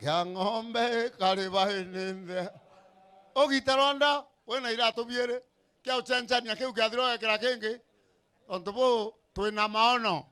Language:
Meru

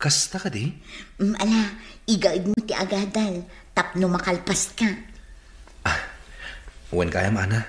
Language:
Iloko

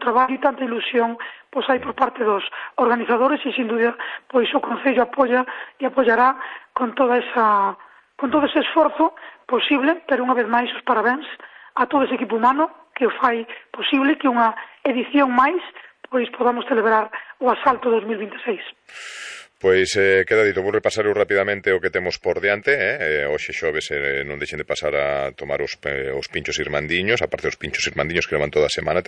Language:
Galician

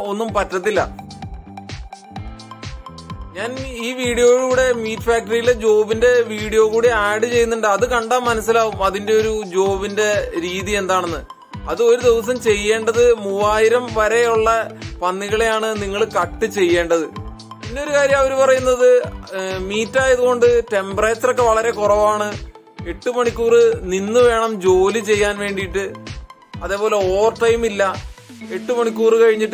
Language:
Malayalam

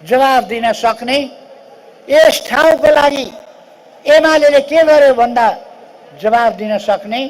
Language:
Nepali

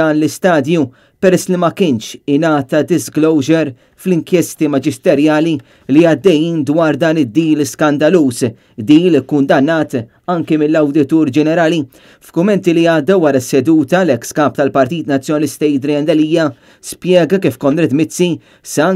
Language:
Maltese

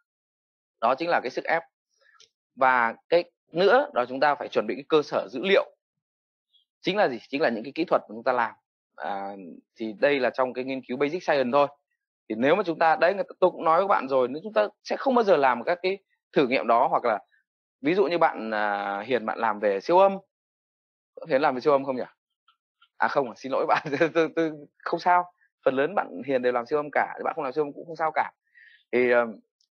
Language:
Vietnamese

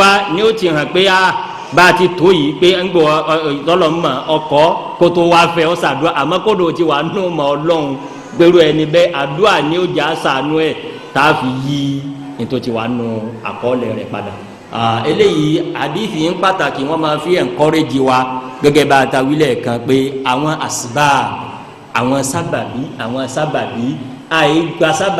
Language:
Yoruba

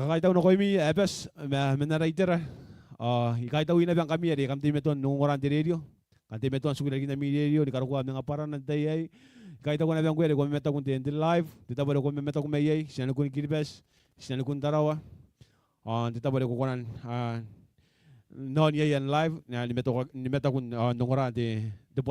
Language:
Gilbertese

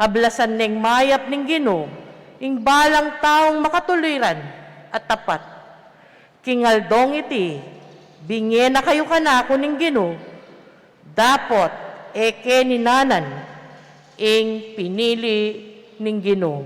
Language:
Pampanga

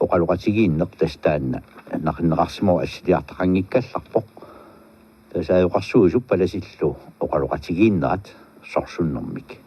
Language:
Kalaallisut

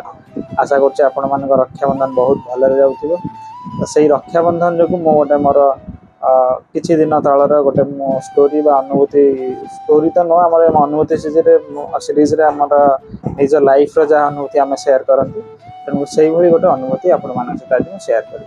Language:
Odia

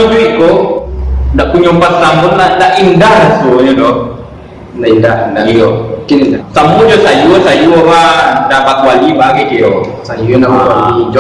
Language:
Minangkabau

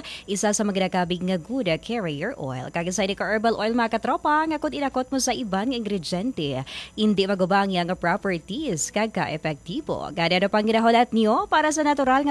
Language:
Hiligaynon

